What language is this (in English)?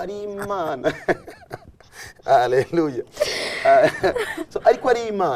Rundi